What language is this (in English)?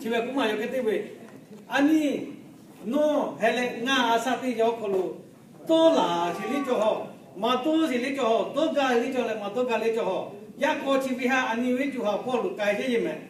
Lahu